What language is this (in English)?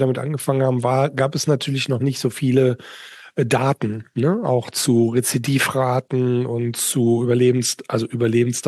German